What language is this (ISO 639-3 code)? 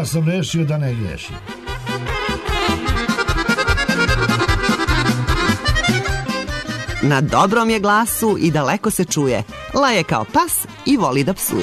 srp